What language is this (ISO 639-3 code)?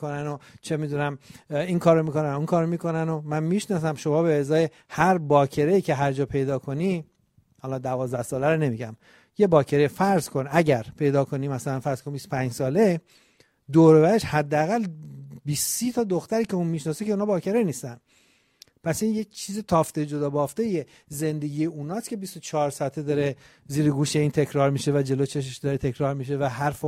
fas